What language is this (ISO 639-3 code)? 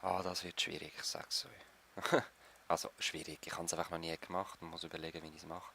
gsw